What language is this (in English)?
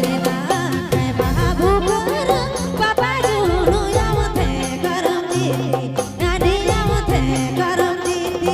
Sadri